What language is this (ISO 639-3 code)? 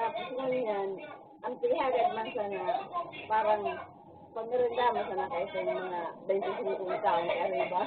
bik